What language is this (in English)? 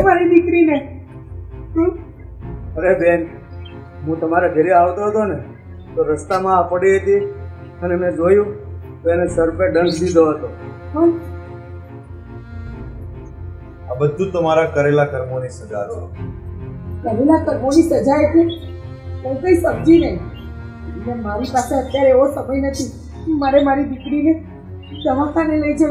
Gujarati